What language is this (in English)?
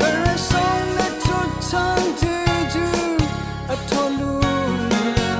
Rawang